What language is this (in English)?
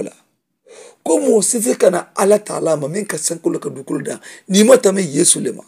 Mandingo